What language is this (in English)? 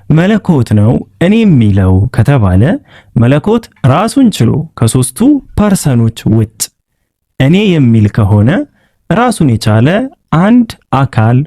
Amharic